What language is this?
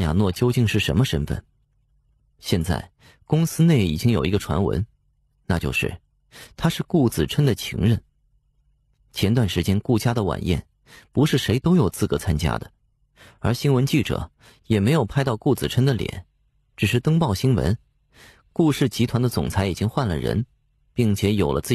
Chinese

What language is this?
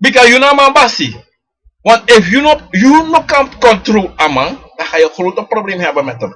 Sranan Tongo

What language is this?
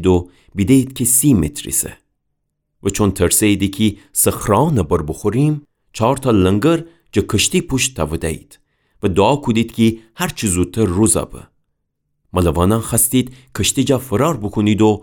Gilaki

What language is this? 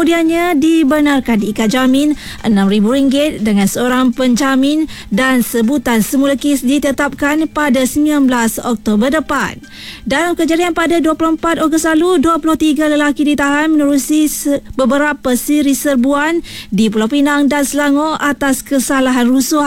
Malay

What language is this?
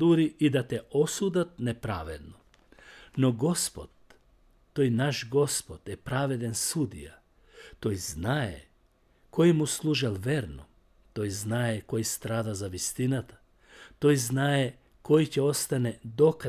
Macedonian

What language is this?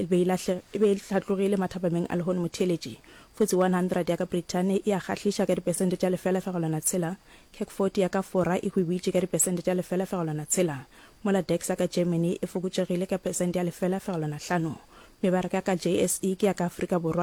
Northern Sotho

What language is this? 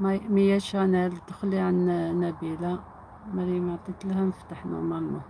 Algerian Arabic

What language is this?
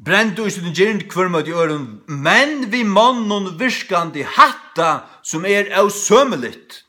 Faroese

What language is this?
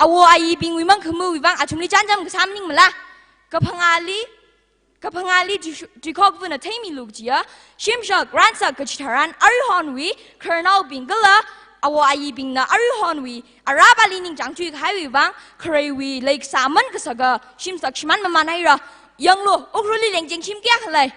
Tangkhul Naga (India)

